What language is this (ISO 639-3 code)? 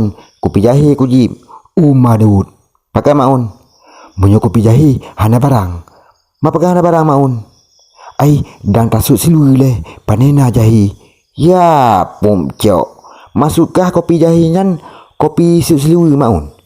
ace